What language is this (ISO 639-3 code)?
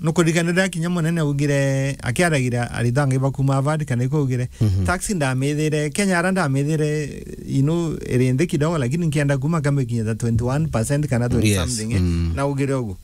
mer